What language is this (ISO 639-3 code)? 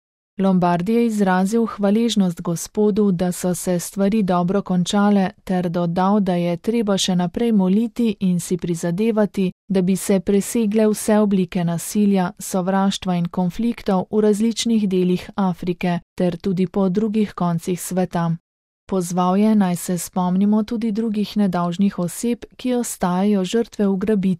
slv